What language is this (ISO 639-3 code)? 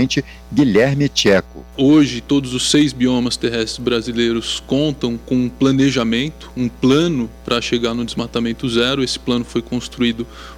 por